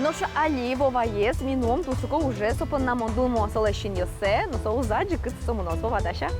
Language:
Udmurt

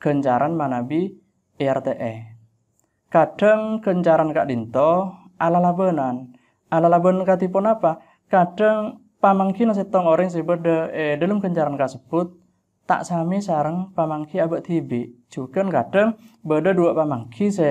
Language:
Madurese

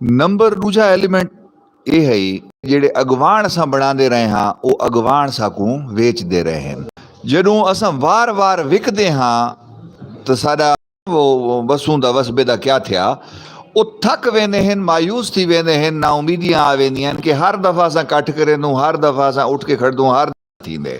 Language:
Saraiki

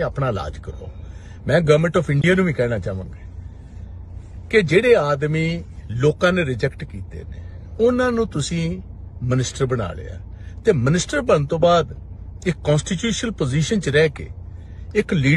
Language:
Punjabi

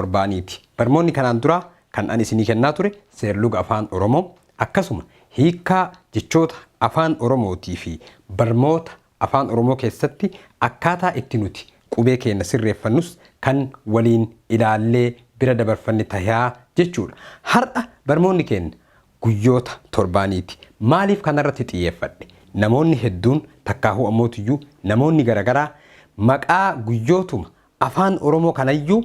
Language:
Oromo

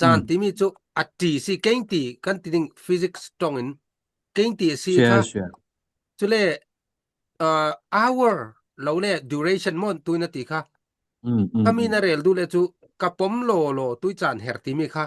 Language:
Falam Chin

